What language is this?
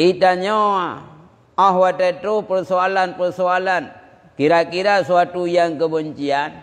Achinese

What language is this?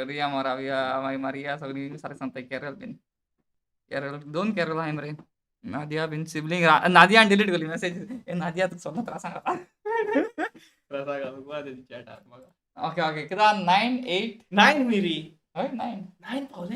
Konkani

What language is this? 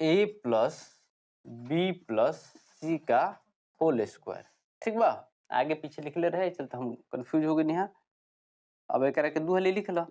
Bhojpuri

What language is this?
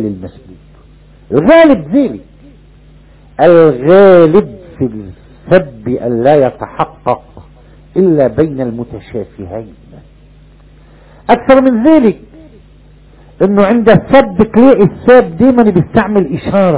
Arabic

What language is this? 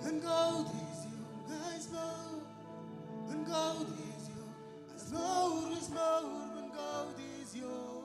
Marshallese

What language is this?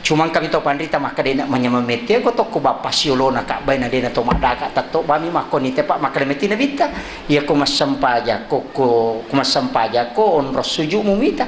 Buginese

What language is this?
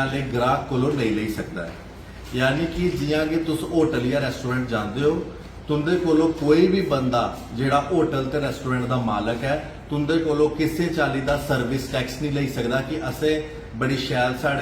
Dogri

